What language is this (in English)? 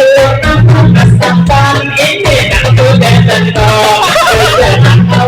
Banjar